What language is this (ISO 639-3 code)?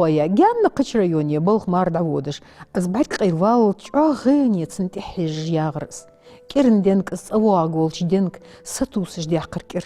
inh